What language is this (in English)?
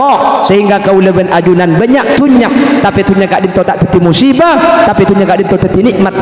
Madurese